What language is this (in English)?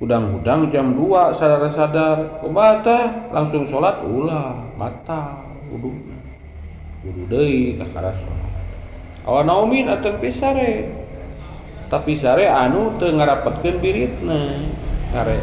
Sundanese